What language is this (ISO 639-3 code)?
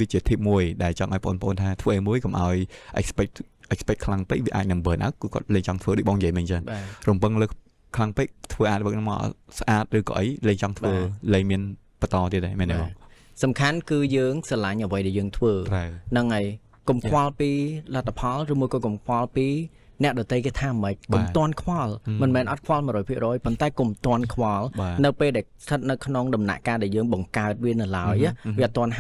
khm